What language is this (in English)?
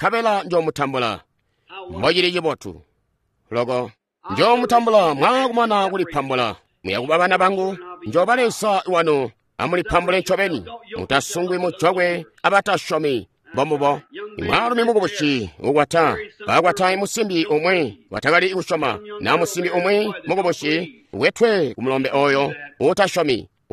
Tonga (Zambia)